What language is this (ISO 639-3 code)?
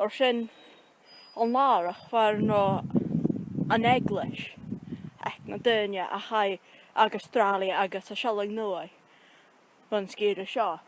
gla